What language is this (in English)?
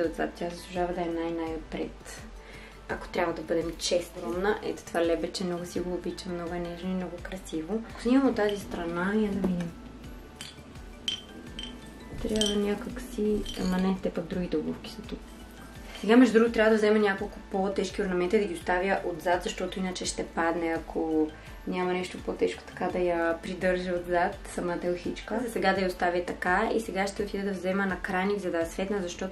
Bulgarian